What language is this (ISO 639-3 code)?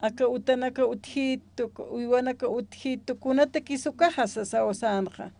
aym